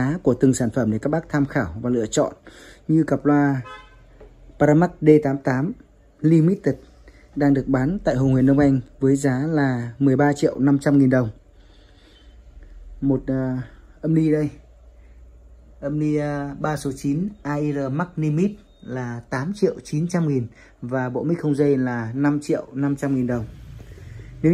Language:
Vietnamese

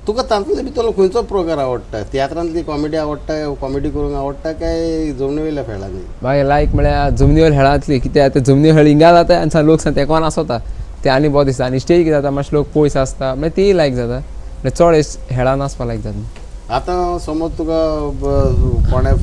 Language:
Konkani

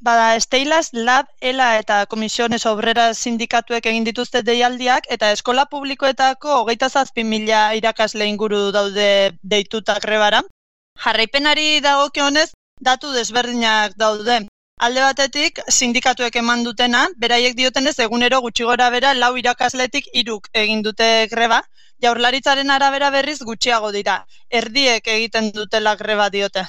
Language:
Basque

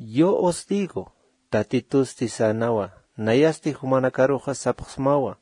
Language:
Aymara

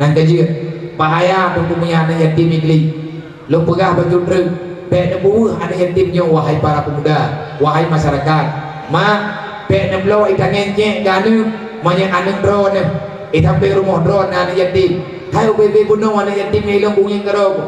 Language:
Achinese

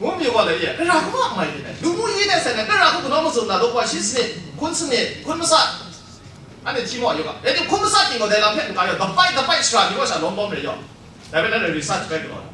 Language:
Kachin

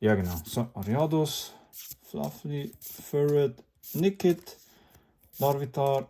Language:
Swiss German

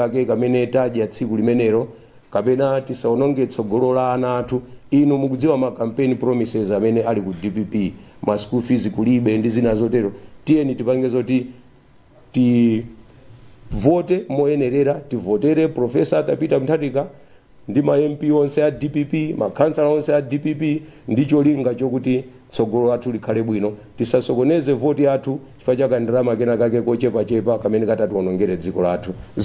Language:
Nyanja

